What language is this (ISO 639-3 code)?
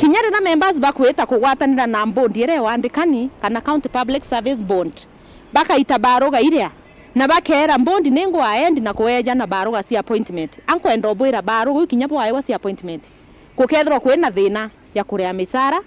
mer